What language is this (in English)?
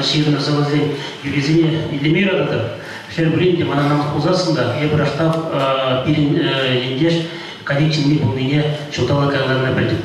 Chuvash